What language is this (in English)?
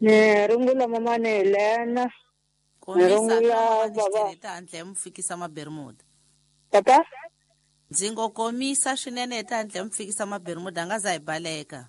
Tsonga